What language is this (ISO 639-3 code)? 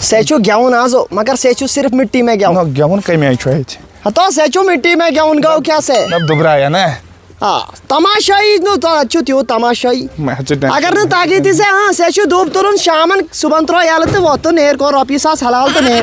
kas